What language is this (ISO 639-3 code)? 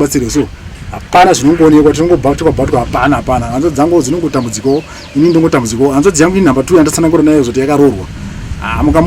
sna